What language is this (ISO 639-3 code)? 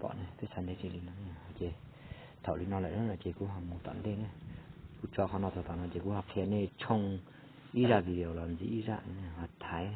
hmn